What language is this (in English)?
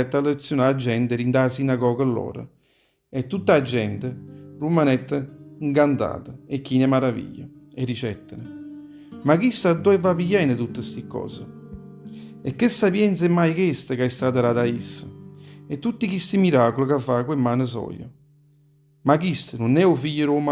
Neapolitan